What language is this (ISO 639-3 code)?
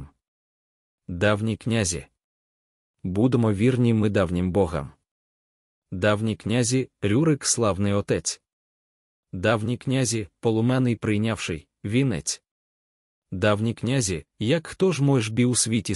ukr